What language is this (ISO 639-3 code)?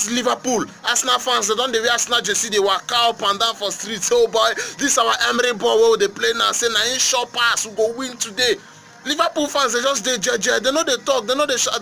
pcm